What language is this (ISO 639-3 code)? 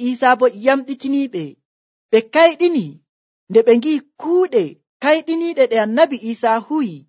fuv